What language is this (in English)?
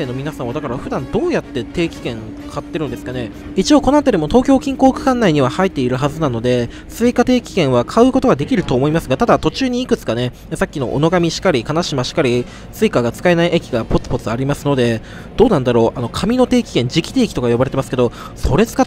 Japanese